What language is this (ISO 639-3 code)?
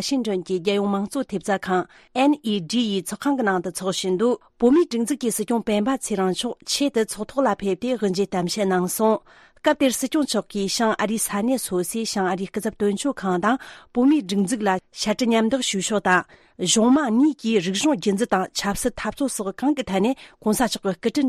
bod